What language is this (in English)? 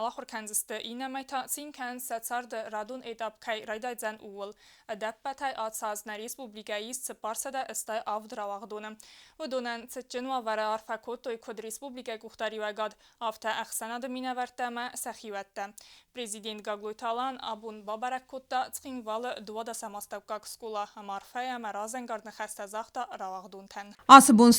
Ossetic